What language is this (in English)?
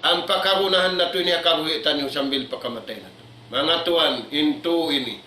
Tausug